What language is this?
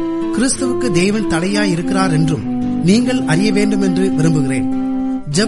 Tamil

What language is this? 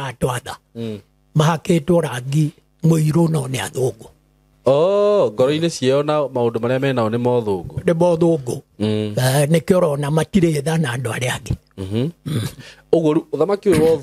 Kikuyu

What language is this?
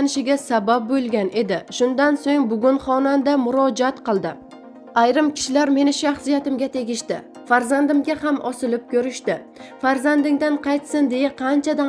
Uzbek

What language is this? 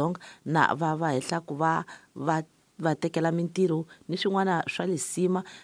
Tsonga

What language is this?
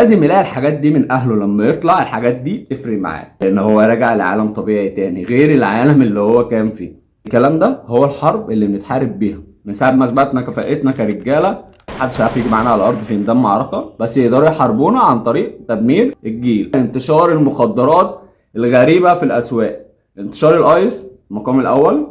Egyptian Arabic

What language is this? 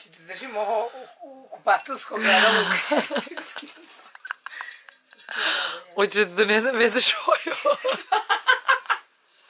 Serbian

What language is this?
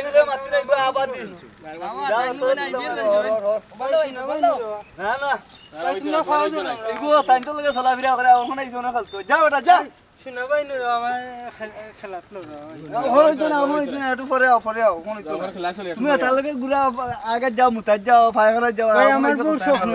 Sylheti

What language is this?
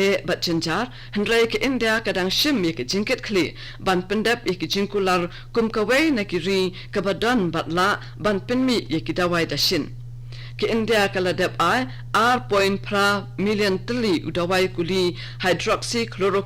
Khasi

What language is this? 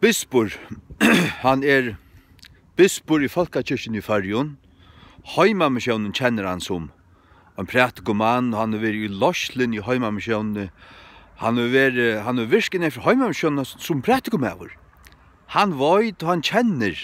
Faroese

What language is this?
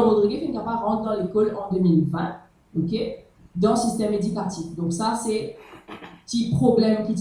Morisyen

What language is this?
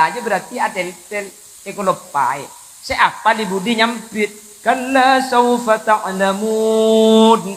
Madurese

